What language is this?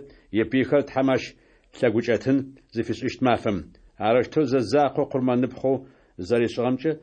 Adyghe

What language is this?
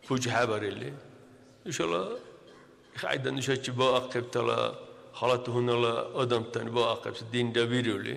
Dargwa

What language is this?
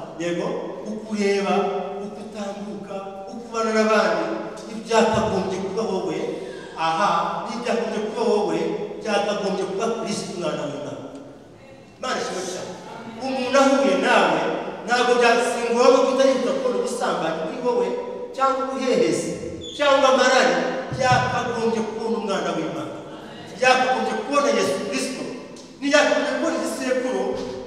Kinyarwanda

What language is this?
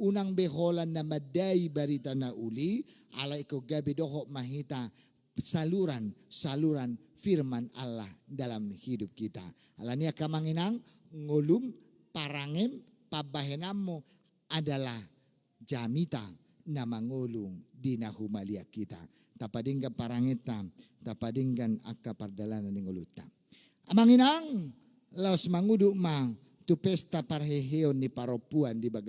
Batak Toba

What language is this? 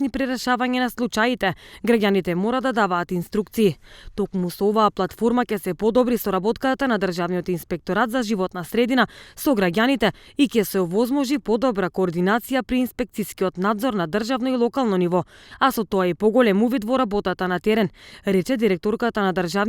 Macedonian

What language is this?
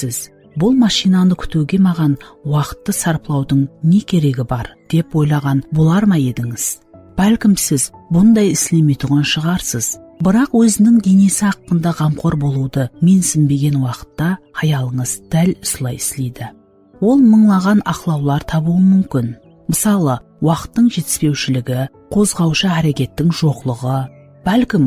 Kara-Kalpak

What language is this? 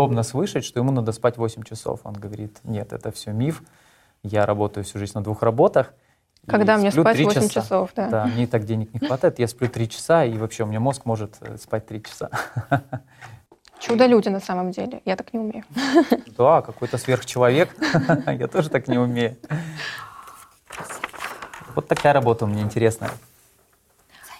Russian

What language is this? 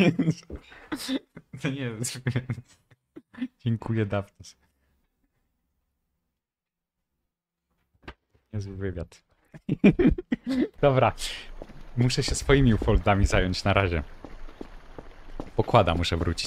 Polish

